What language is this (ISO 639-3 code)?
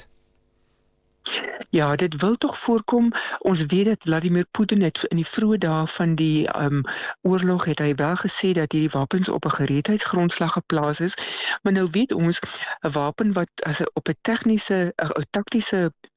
afr